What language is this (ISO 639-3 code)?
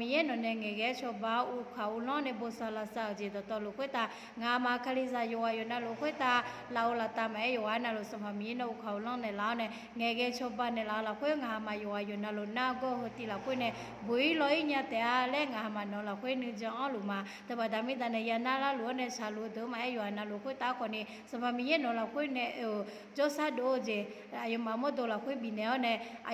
ahk